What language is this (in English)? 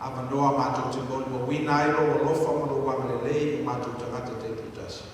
Samoan